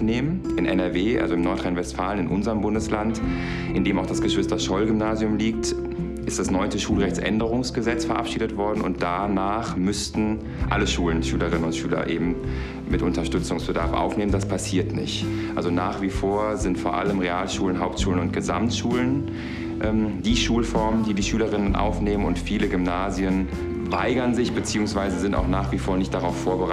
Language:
German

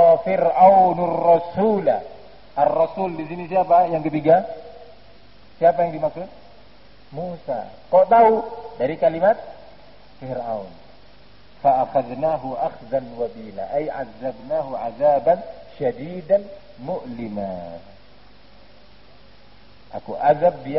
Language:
Indonesian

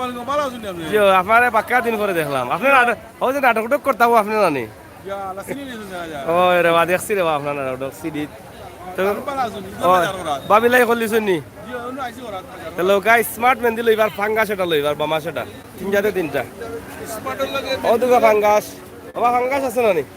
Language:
Sylheti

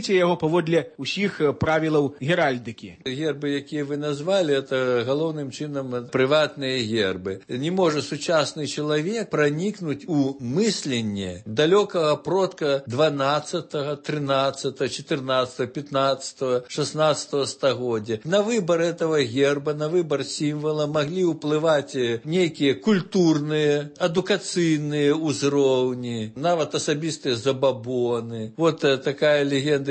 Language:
Belarusian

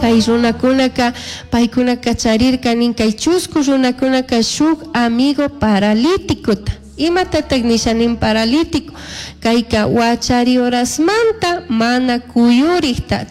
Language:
Chimborazo Highland Quichua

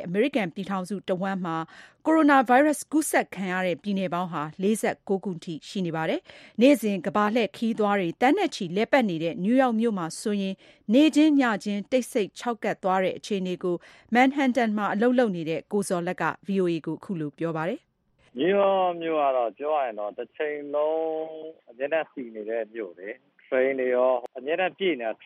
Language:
Burmese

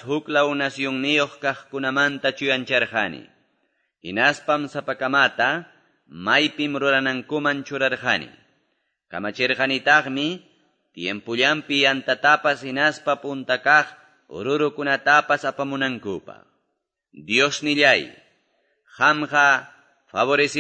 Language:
Quechua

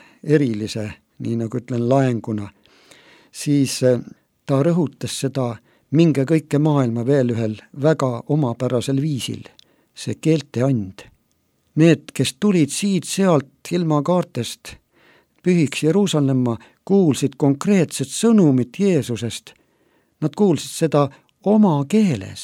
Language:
Estonian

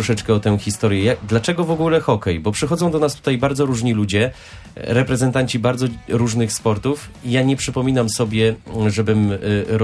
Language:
Polish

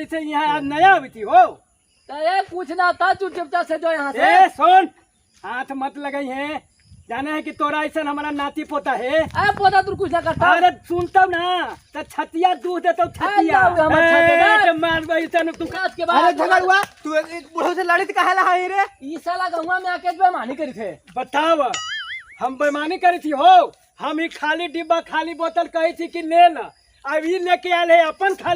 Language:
Magahi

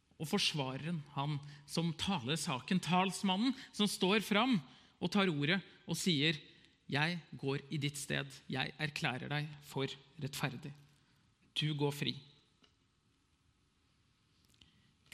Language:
Norwegian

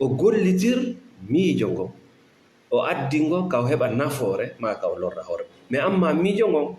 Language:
Fula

